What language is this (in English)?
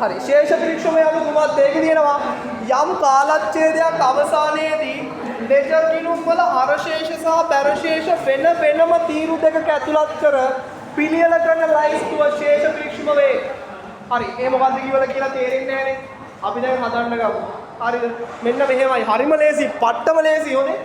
Sinhala